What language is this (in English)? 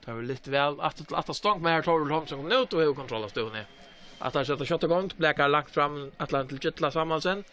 Faroese